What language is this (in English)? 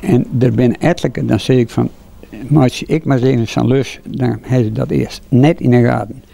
Western Frisian